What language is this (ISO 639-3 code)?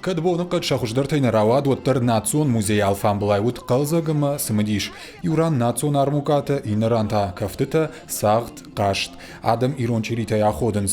oss